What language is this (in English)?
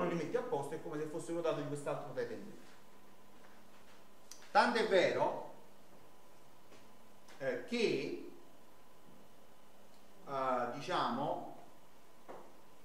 Italian